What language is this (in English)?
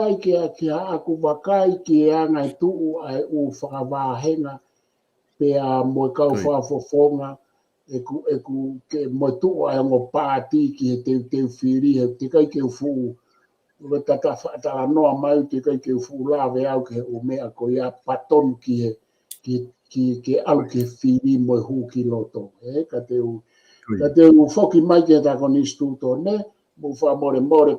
Tongan